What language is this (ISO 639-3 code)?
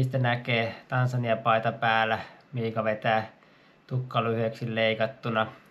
fin